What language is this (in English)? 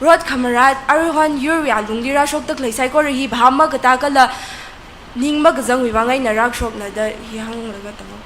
Tangkhul Naga (India)